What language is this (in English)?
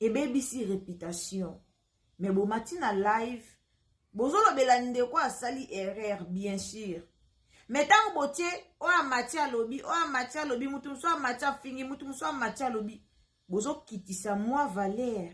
Lingala